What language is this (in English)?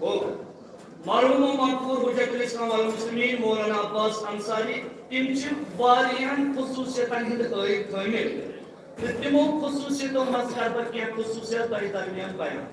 Kashmiri